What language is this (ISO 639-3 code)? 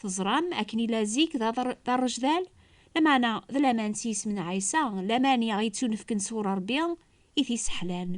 kab